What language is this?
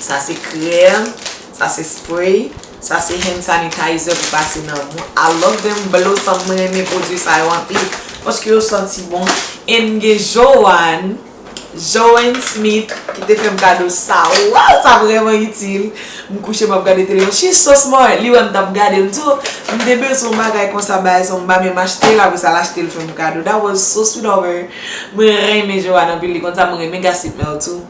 Haitian Creole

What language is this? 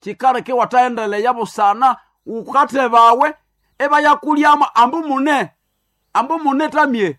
Nande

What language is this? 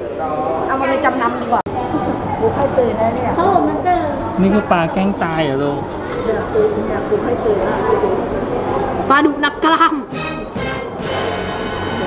Thai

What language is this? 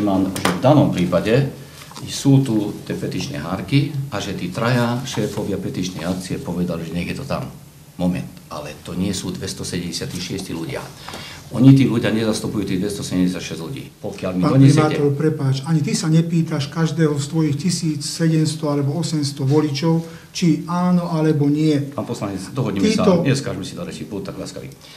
Slovak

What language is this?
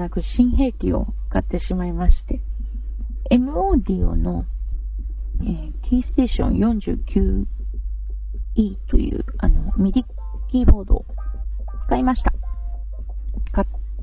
Japanese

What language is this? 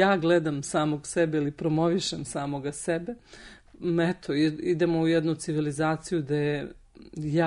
Serbian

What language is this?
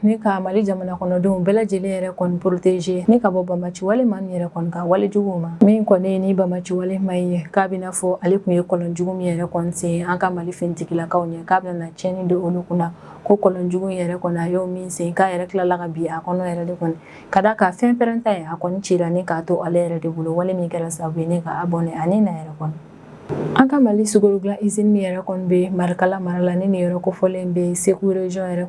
Bambara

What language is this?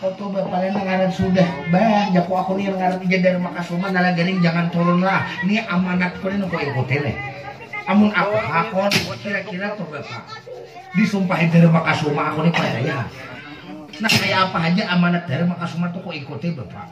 Banjar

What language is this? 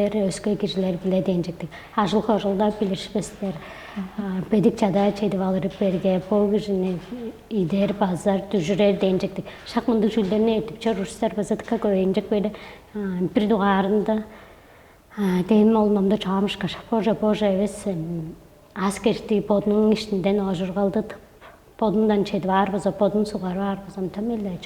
Tuvinian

